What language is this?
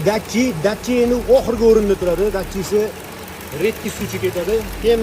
Uzbek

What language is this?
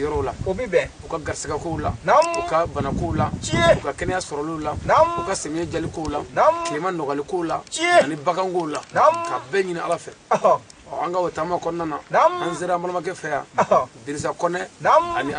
Bambara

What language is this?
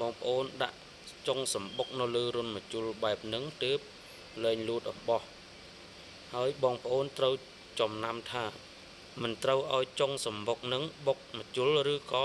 Khmer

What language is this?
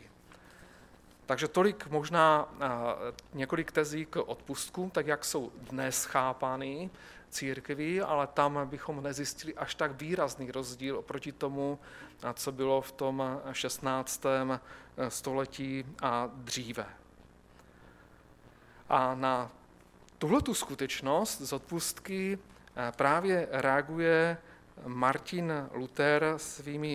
Czech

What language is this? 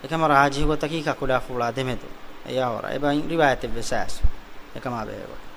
Divehi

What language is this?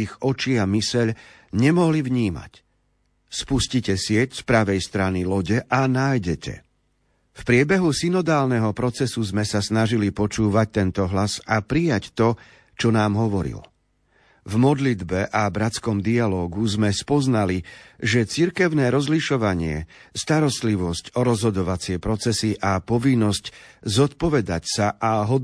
Slovak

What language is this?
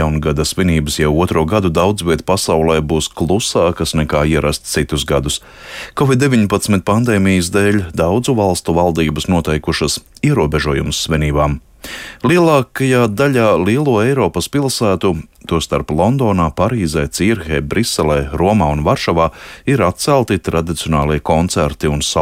Latvian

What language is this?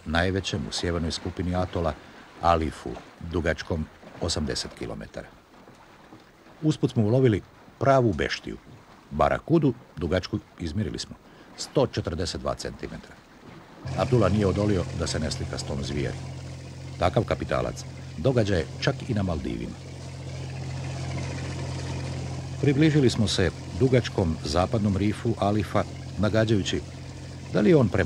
Croatian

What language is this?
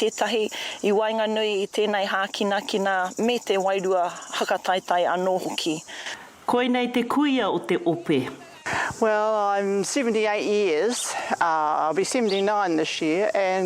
Māori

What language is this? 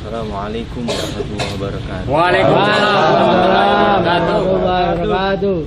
Betawi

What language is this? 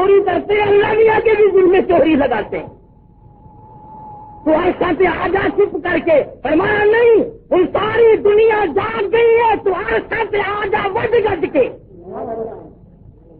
Urdu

